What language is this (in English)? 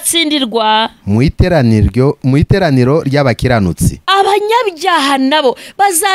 Kinyarwanda